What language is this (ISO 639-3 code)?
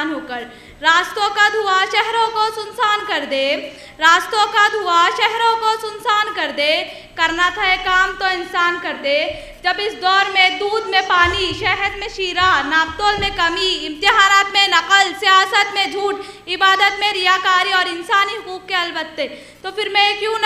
urd